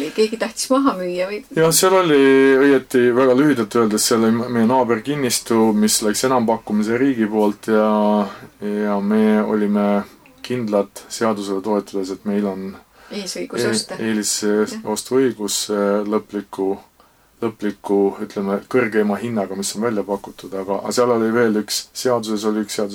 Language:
Estonian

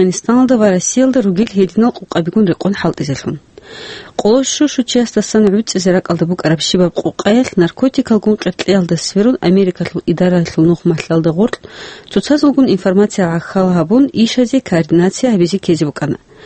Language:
Avaric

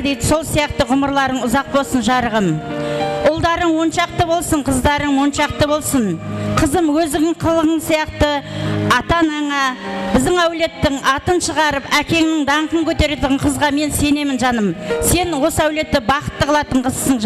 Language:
Kara-Kalpak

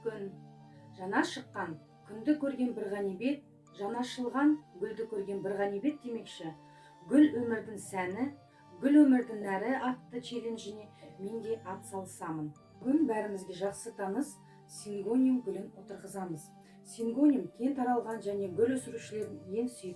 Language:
Kazakh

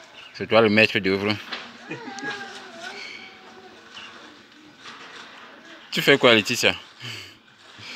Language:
French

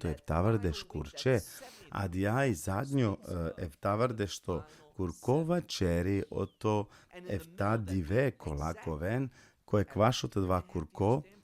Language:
Balkan Romani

